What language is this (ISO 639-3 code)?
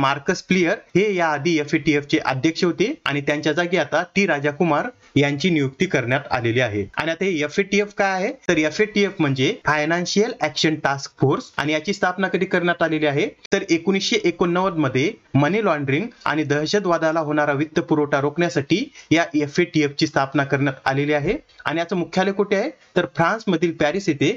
mar